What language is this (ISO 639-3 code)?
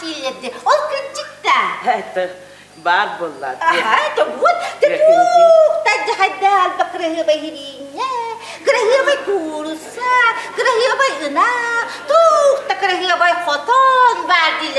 sah